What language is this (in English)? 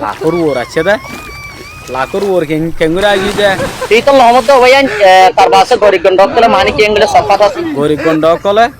Rohingya